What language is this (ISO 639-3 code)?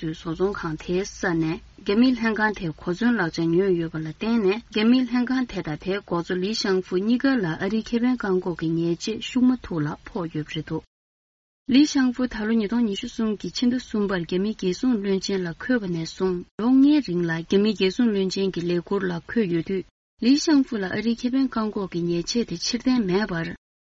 bod